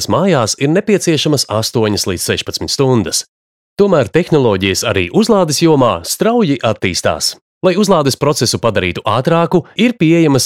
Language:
Latvian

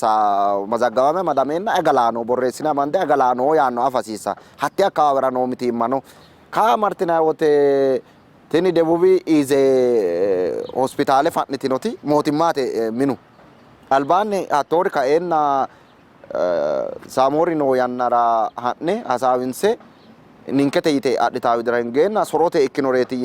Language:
Sidamo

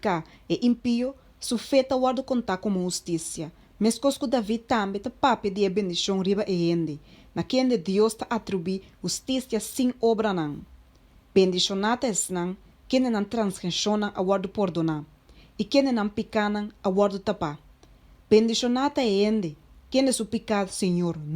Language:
Papiamento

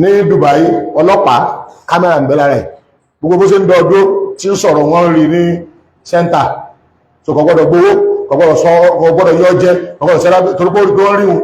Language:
Yoruba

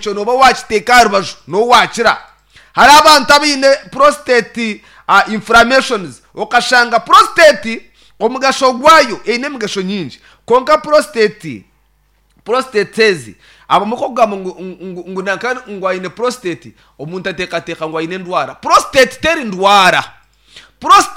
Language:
Nyankole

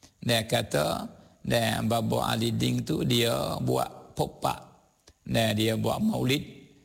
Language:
Malay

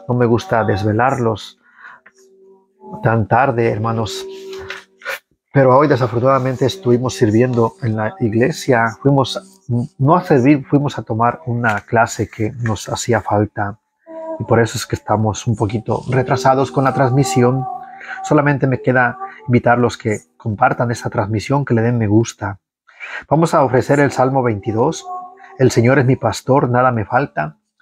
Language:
Spanish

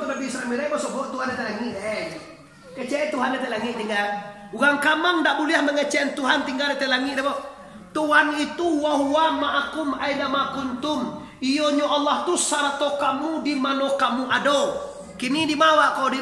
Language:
Minangkabau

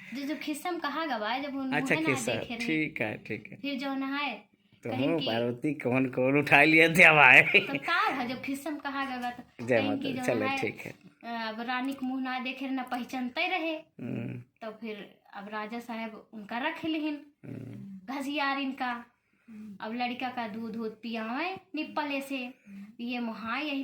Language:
Awadhi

